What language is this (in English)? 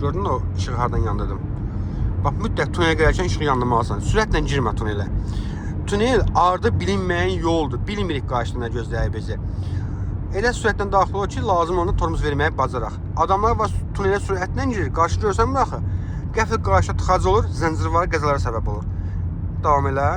Azerbaijani